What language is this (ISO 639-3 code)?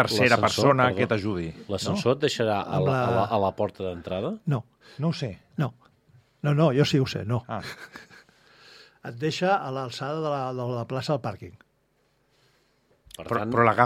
cat